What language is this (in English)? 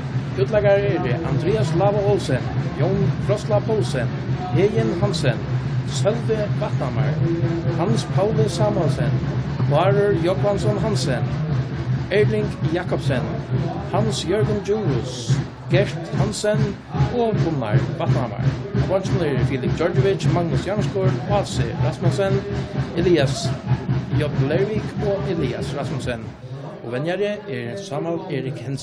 Faroese